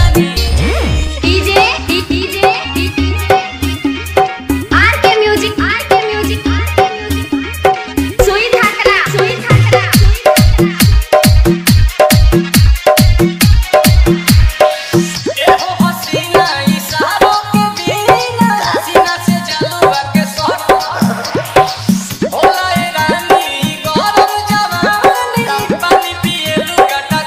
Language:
Bhojpuri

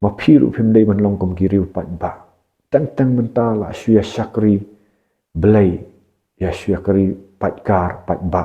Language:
Khasi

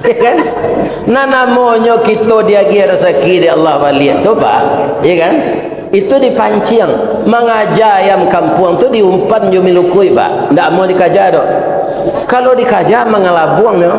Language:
Minangkabau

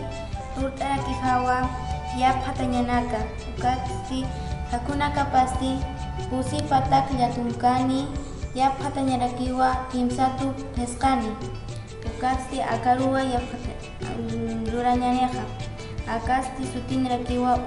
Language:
Aymara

